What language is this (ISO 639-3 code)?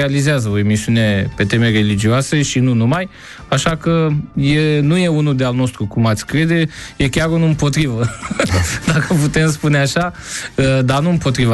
ron